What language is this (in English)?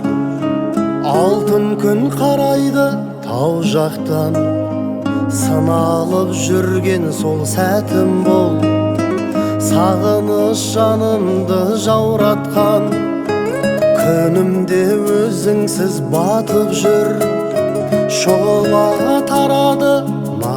Kazakh